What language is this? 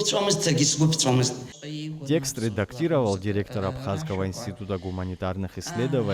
Abkhazian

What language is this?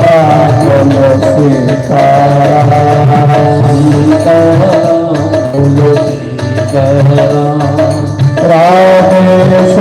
Dogri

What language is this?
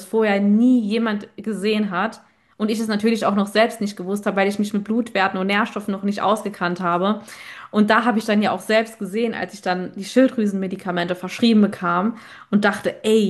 German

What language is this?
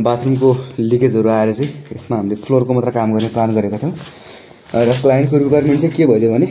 Nepali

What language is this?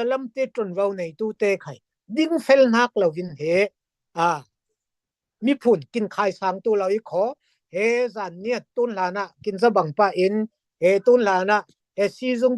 Falam Chin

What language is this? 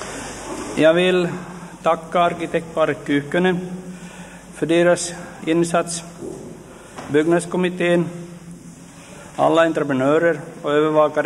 Swedish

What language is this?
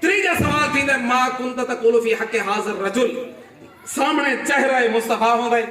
Saraiki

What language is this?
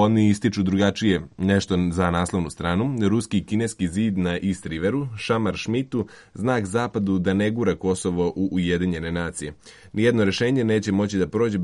Serbian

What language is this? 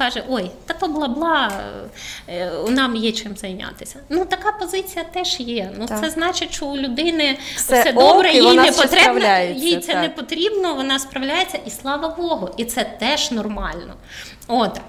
Ukrainian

